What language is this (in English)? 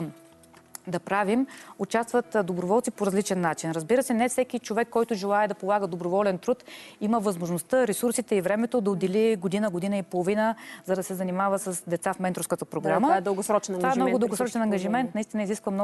Bulgarian